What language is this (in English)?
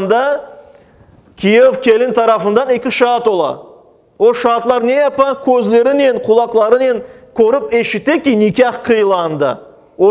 Crimean Tatar